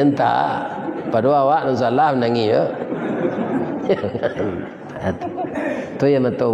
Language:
Minangkabau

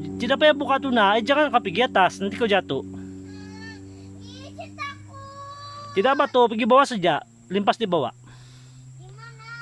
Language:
Sabah Malay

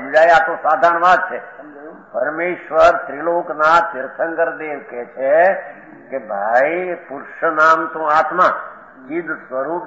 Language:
Gujarati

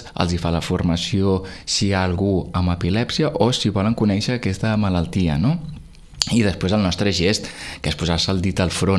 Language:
Catalan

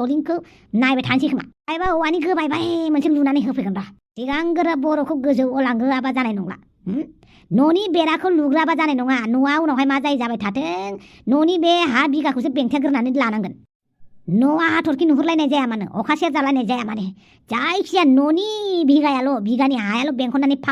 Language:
Bodo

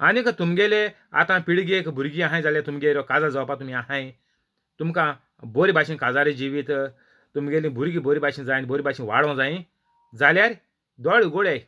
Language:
Konkani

